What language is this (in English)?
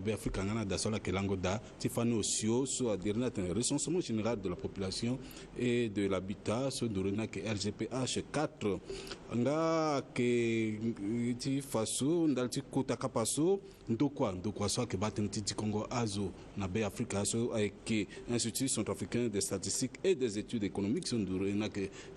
Sango